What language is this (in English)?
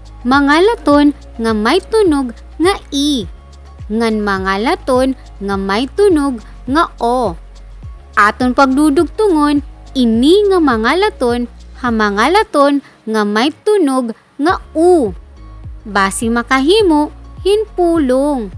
Waray